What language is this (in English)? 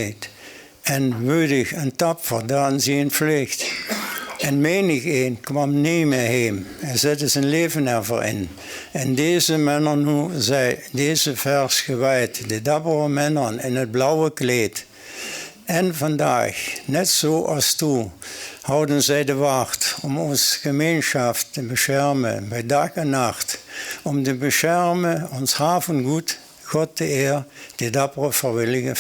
Limburgish